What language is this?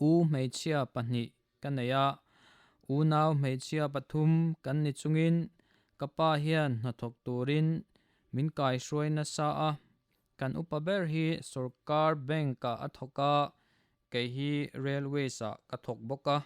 Mizo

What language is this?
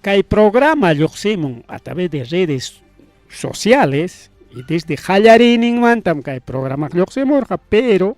Ayacucho Quechua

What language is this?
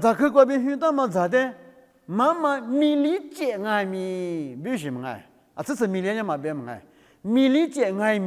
Lisu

